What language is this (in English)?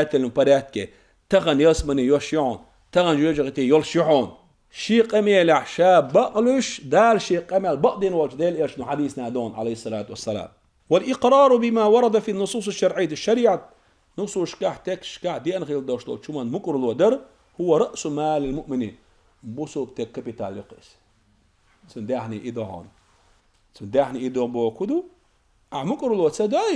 Chechen